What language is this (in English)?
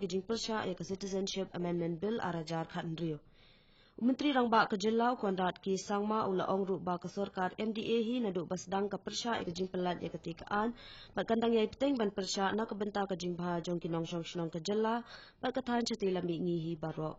Khasi